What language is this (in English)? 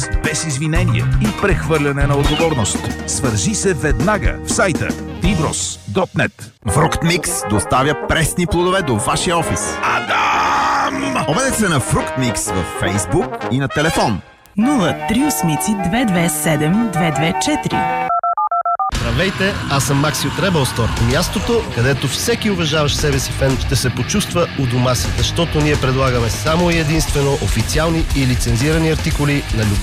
Bulgarian